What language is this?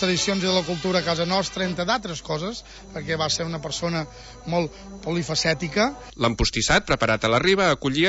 Catalan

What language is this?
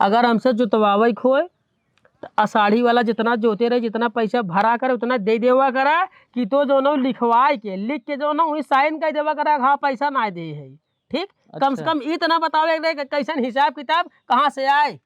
Awadhi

